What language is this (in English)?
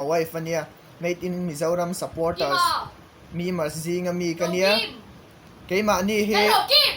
Mizo